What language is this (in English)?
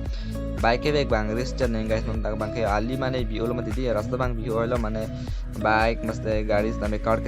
Karbi